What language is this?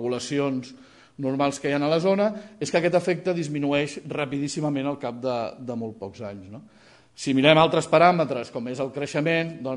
Catalan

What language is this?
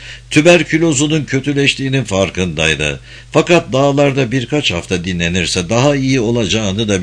Turkish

